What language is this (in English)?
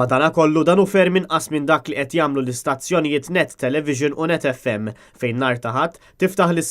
Maltese